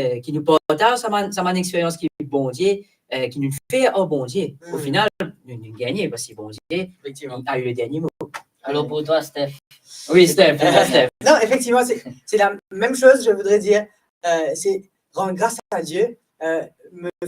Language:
Morisyen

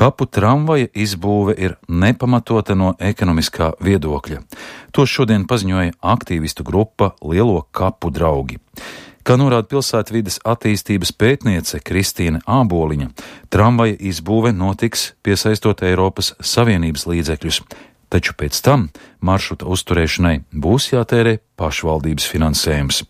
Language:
Latvian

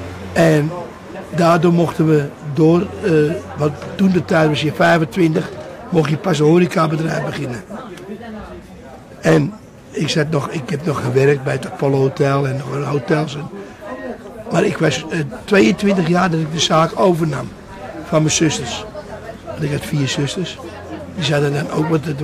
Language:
Dutch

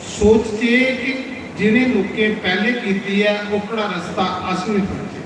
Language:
Dogri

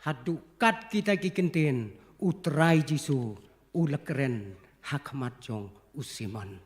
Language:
Khasi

